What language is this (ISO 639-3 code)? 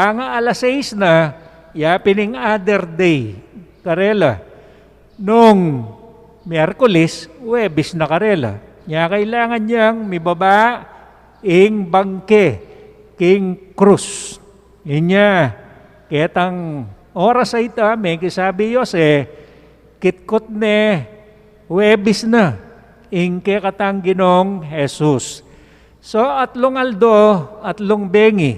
pam